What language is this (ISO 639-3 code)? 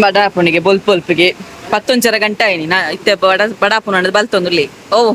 tcy